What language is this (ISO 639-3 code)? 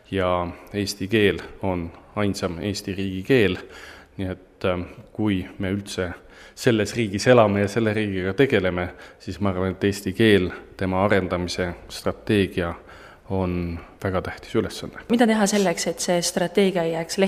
est